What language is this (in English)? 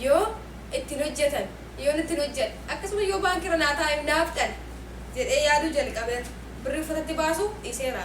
Oromo